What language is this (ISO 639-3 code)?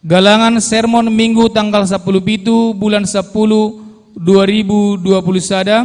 bts